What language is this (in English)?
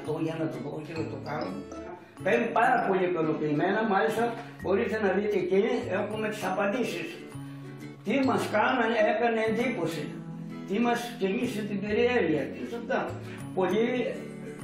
Greek